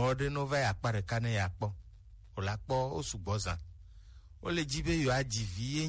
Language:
Gen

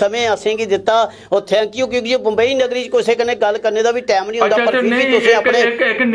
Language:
Dogri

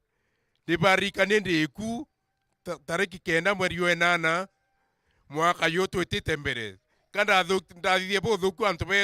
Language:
Meru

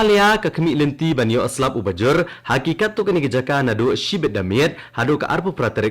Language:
Khasi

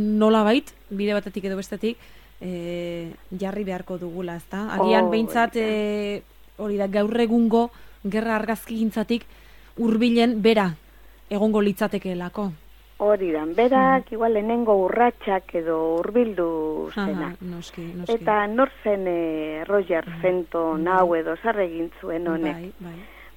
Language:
Basque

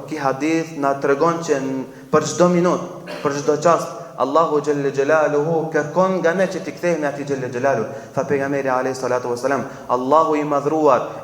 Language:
Albanian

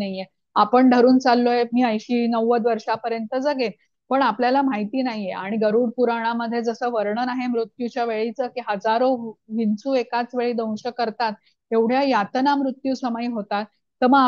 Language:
Marathi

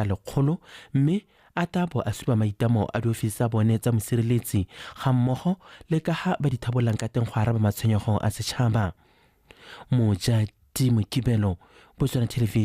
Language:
Tswana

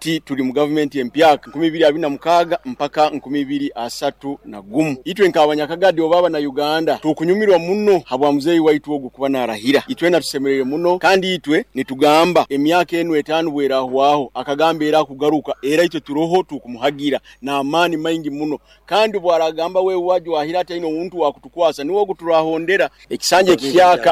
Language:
Nyoro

